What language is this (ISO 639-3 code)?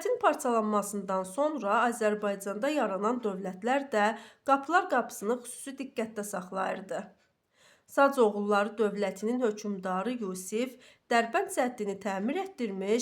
aze